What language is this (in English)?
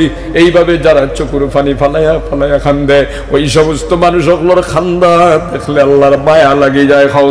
Sylheti